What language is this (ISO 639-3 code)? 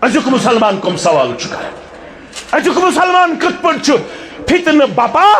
kas